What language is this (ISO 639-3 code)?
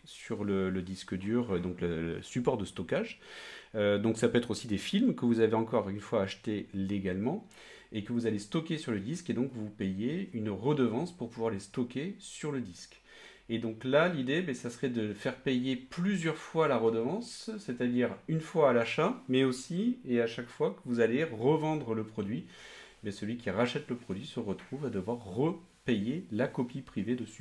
fra